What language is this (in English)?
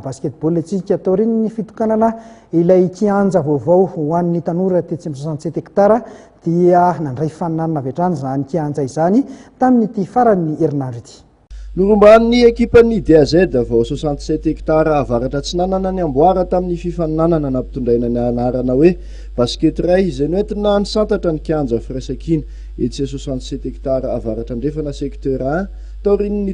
Malagasy